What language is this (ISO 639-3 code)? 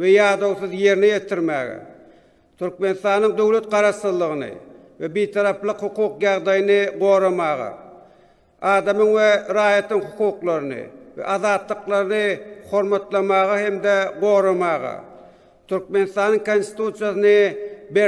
tuk